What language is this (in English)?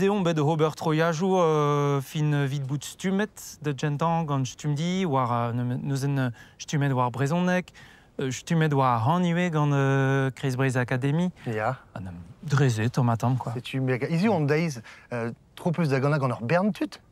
Breton